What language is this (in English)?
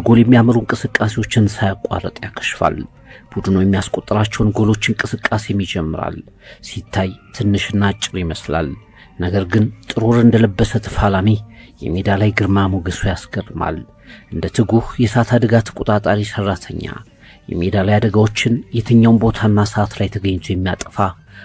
Amharic